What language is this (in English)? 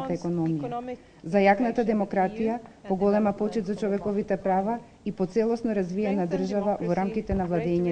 Macedonian